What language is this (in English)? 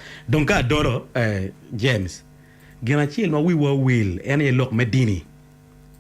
Acoli